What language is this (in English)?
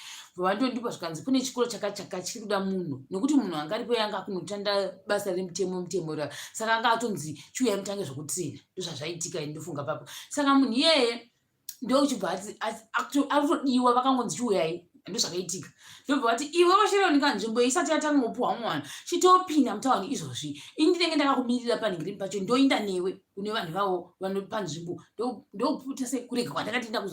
Shona